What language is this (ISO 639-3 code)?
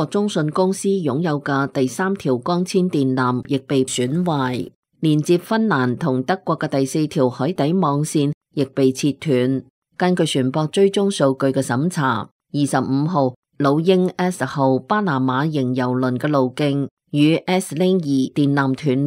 yue